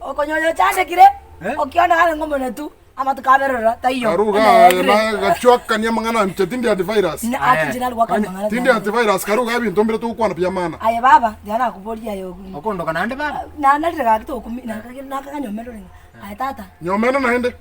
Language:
Gusii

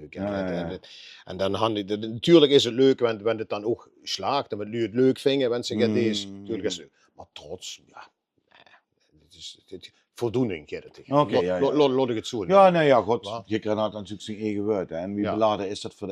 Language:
Limburgish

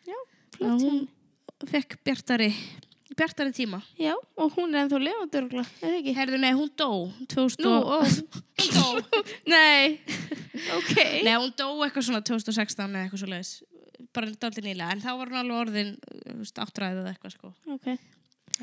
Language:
Icelandic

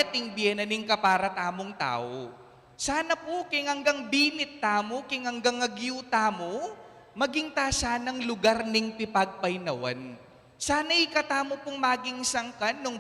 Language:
Pampanga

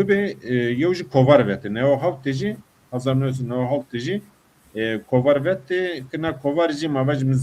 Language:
Zaza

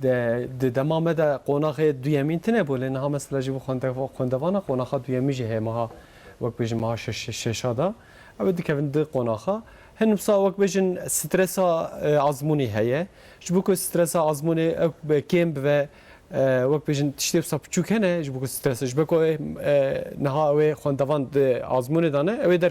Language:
Kurdish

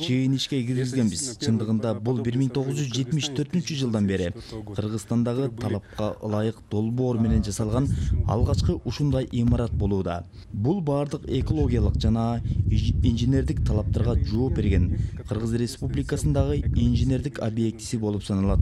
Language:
Kyrgyz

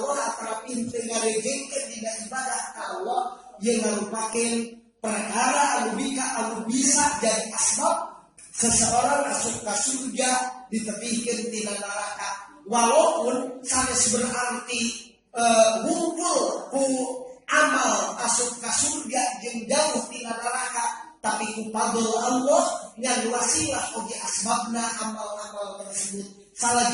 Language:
Sundanese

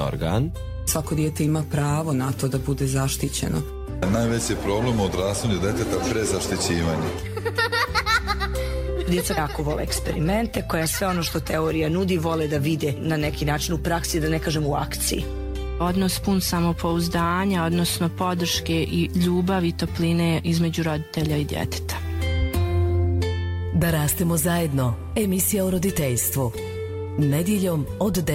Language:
Bosnian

